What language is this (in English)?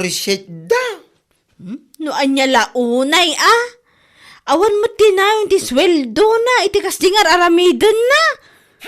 Iloko